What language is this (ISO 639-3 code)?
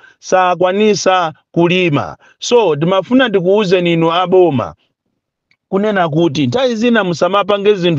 nya